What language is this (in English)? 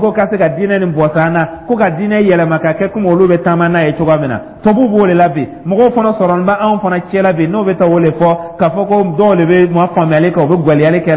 Dyula